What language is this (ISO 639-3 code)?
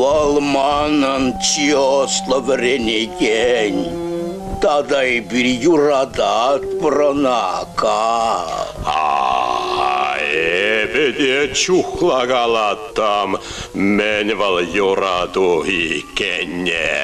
chv